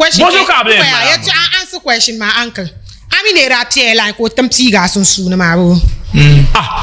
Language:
Dagbani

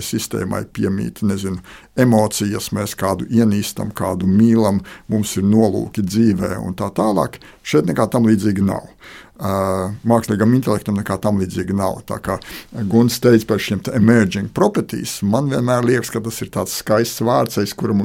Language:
Latvian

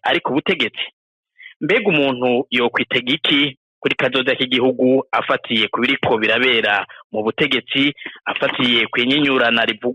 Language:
Rundi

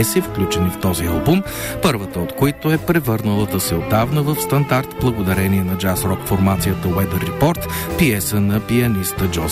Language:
Bulgarian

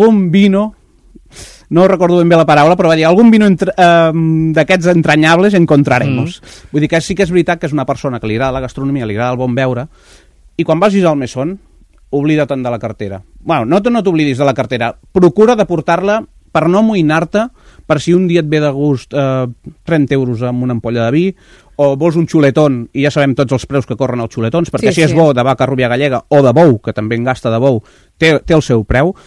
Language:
Catalan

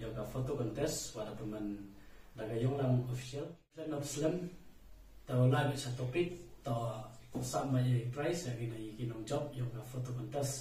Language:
Khasi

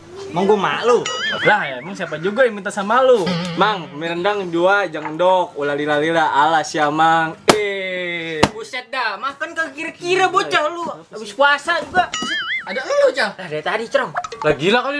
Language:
Betawi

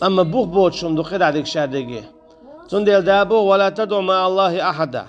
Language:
Chechen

